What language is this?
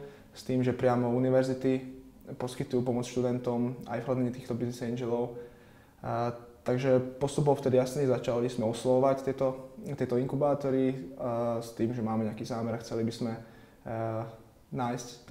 Slovak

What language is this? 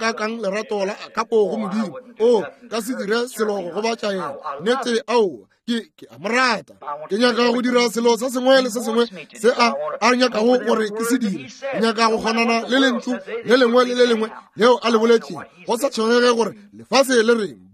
Northern Sotho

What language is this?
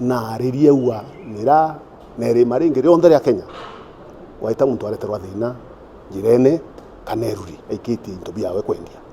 Meru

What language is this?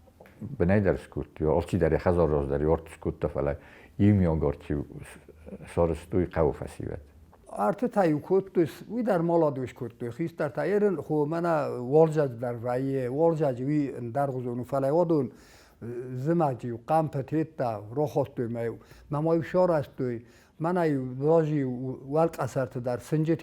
Ossetic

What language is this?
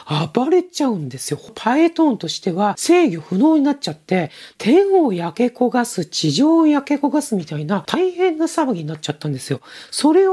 Japanese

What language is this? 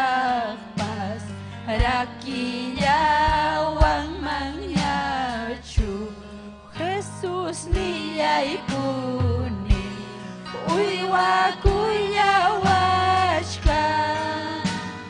Ayacucho Quechua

